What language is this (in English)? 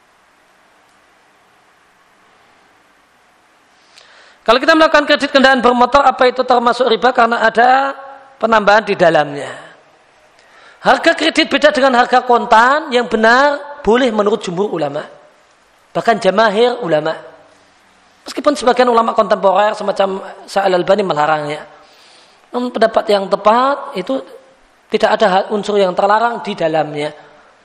Indonesian